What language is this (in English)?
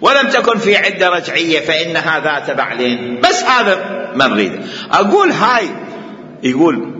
Mesopotamian Arabic